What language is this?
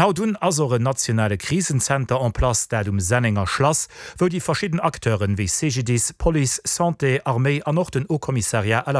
Luxembourgish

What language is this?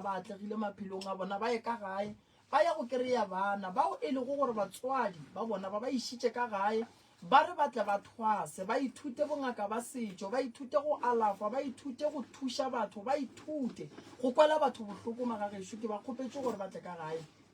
Northern Sotho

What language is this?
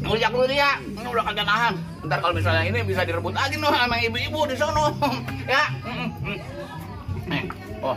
Betawi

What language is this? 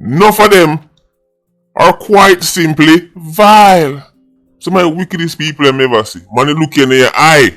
Jamaican Creole English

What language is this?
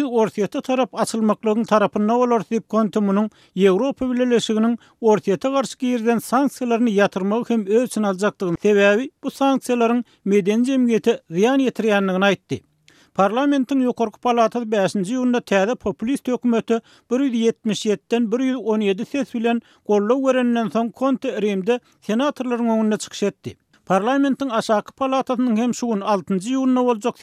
Turkmen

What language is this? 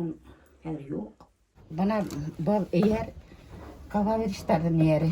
Bashkir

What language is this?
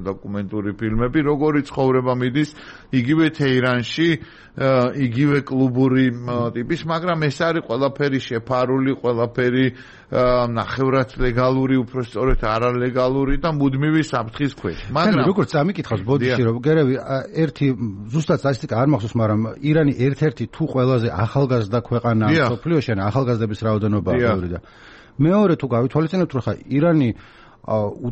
Georgian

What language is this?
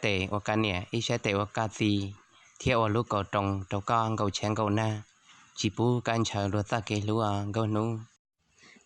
Hmong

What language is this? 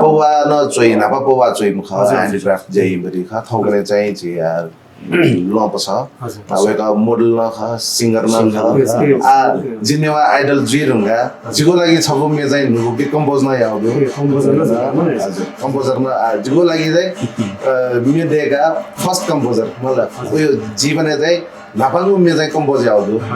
Newari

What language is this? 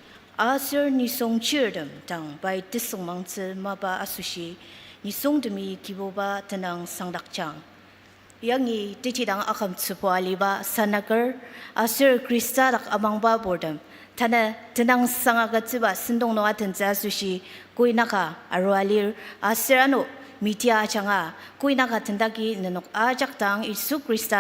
Ao Naga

